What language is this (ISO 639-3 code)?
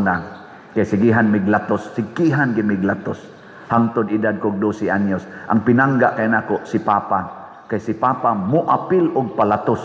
ceb